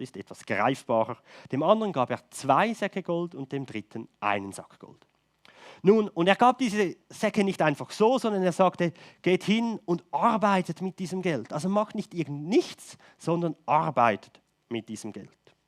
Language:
Swiss German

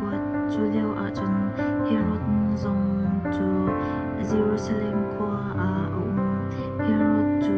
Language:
Hakha Chin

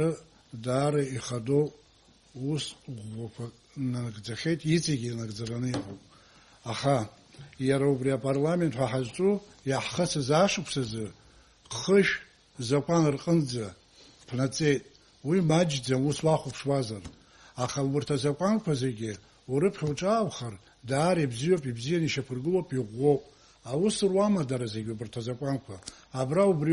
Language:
Abkhazian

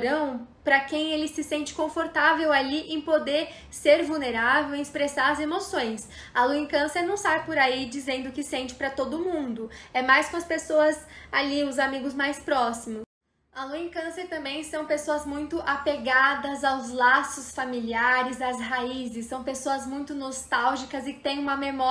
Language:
Portuguese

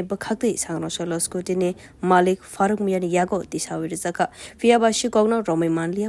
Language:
Kok Borok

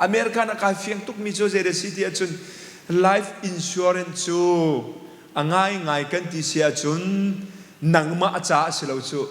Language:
Hakha Chin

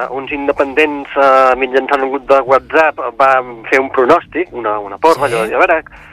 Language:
Catalan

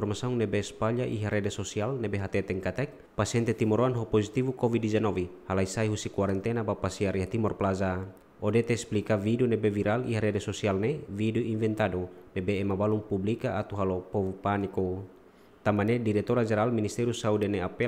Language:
Tetum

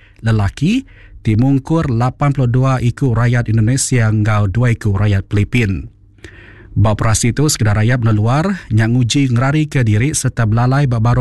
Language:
Iban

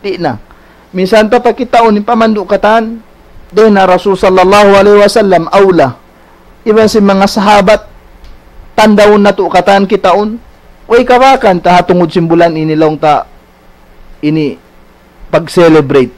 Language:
Tausug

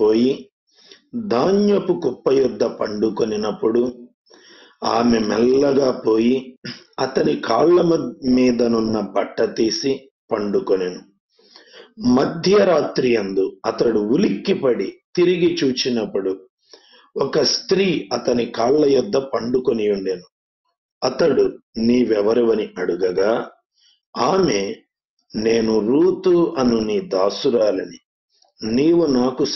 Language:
Telugu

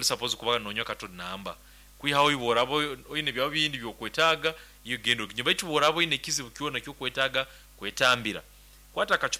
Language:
Nyoro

